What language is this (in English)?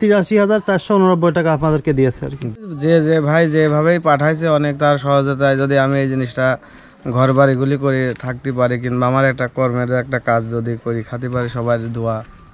Bangla